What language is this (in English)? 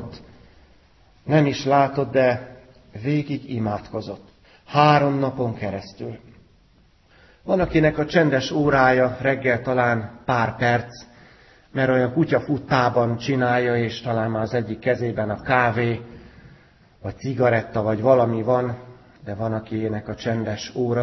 Hungarian